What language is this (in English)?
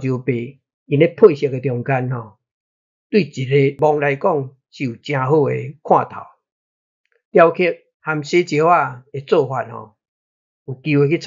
Min Nan Chinese